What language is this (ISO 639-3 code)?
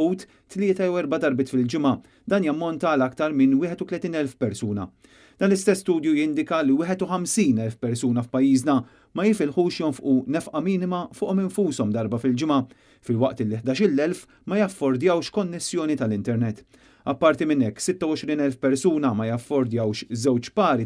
mlt